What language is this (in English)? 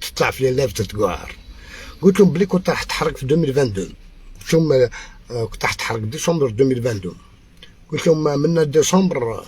Algerian Arabic